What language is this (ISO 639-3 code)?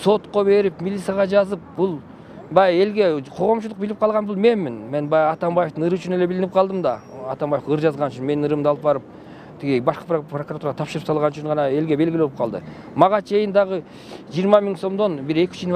kir